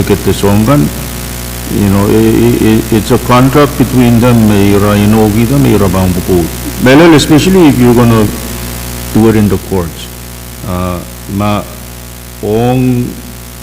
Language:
Pohnpeian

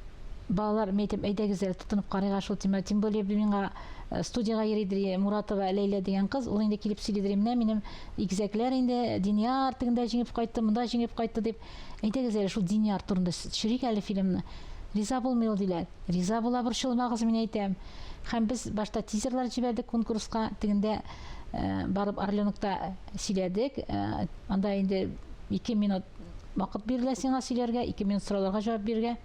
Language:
Tatar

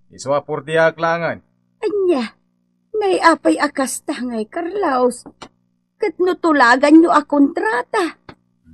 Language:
Iloko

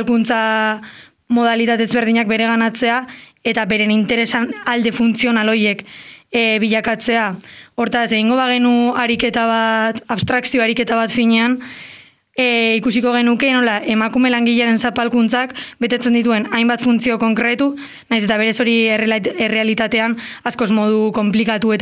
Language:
Basque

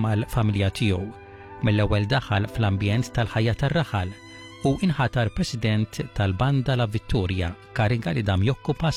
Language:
Maltese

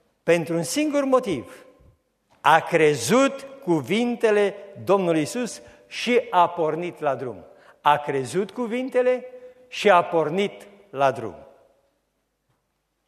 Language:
Romanian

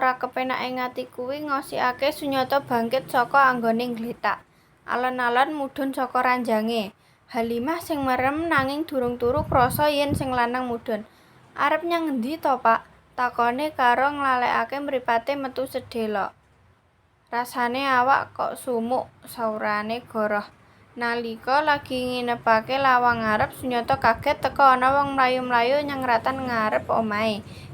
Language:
Javanese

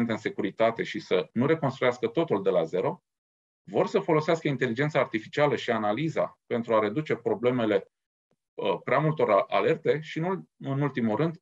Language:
Romanian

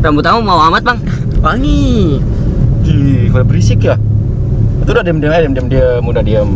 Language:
Betawi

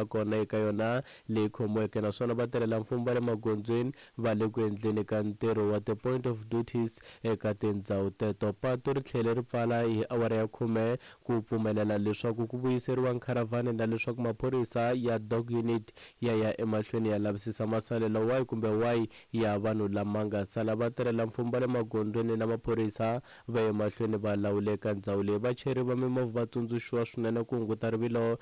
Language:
Tsonga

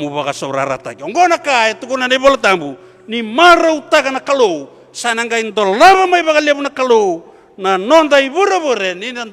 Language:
Fijian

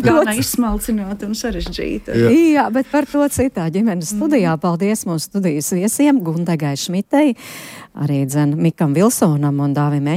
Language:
Latvian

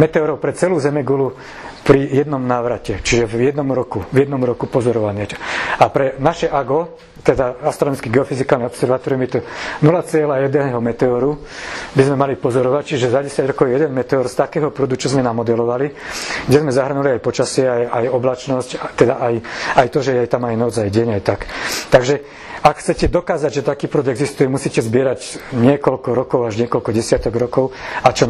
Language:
Slovak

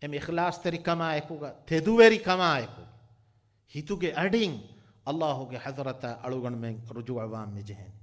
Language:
Divehi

